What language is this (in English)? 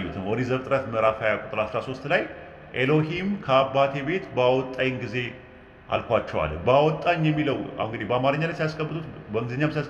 Amharic